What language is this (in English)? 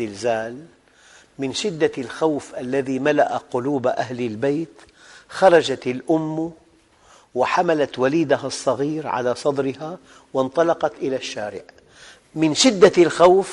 Arabic